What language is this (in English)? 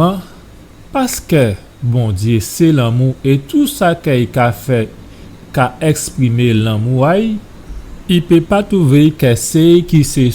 Guadeloupean Creole French